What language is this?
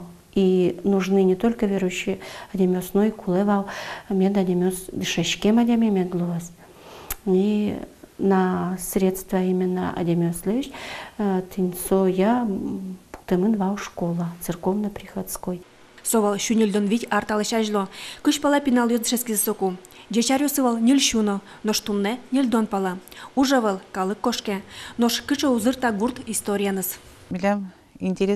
Udmurt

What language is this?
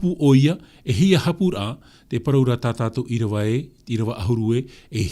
Tahitian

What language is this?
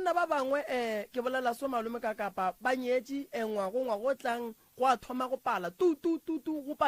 Northern Sotho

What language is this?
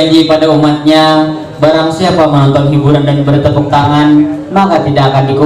Banjar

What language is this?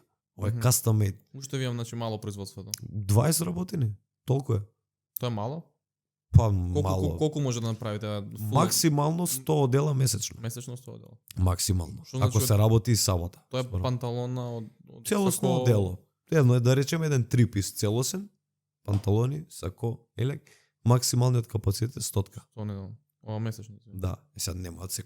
Macedonian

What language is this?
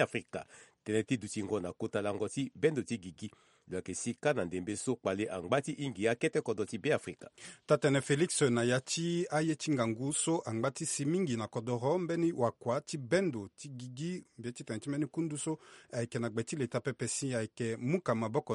Sango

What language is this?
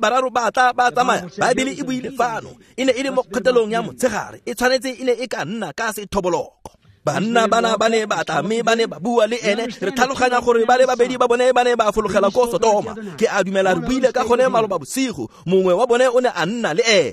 Tswana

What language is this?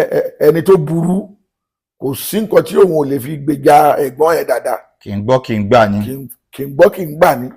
Yoruba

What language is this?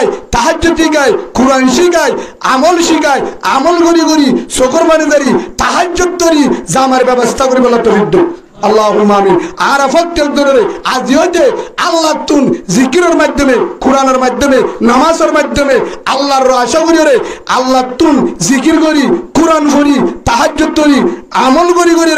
Rohingya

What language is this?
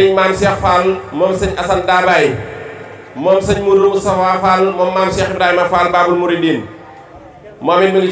Wolof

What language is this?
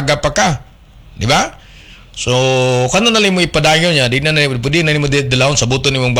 Cebuano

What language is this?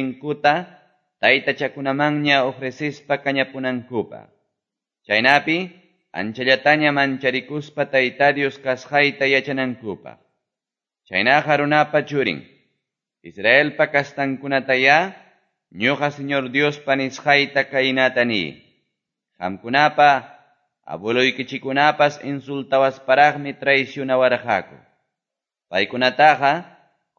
Quechua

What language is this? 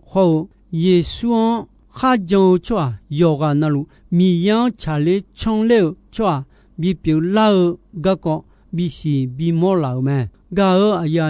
Akha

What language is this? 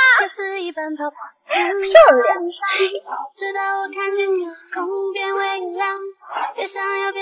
Chinese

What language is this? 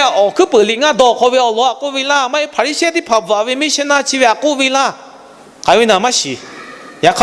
Lahu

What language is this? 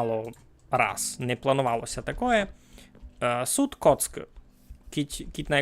Rusyn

